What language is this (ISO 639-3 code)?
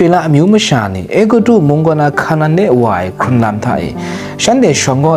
kac